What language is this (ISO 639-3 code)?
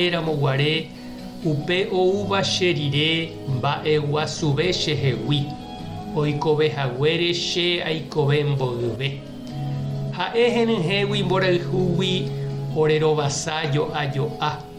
grn